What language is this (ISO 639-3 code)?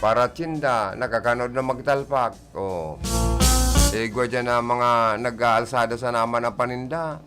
bik